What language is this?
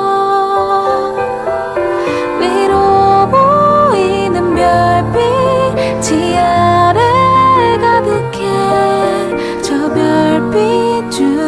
Korean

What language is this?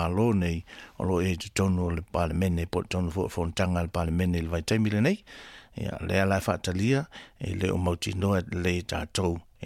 Samoan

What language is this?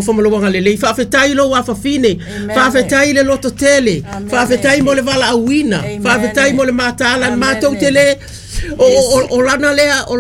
Samoan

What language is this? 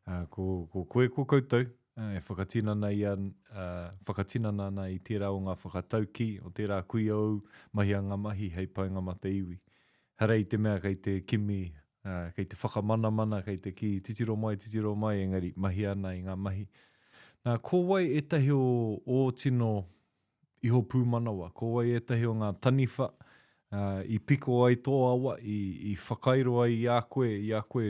Māori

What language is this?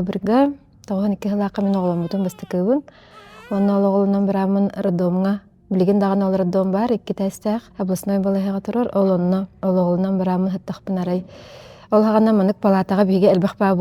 Yakut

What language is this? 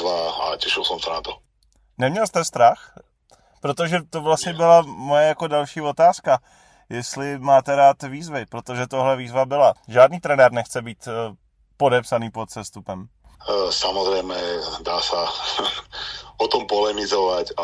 Slovak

